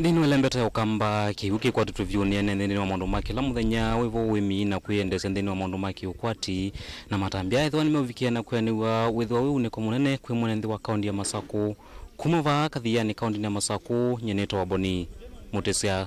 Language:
Kamba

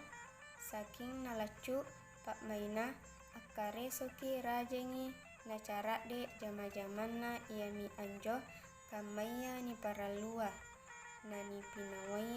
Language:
Makasar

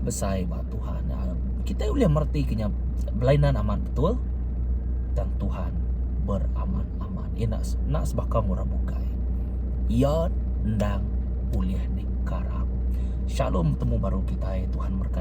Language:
Iban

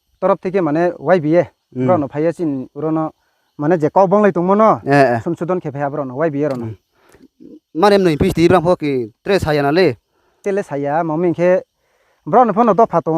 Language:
Riang (India)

